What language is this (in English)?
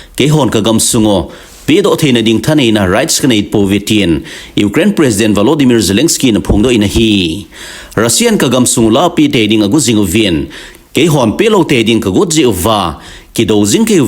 Thado Chin